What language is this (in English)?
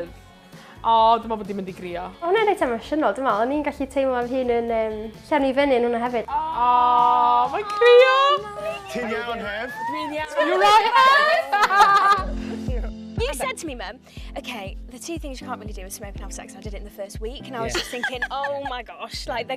Welsh